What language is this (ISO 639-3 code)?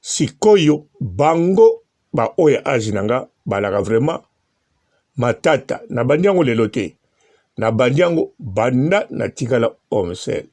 lin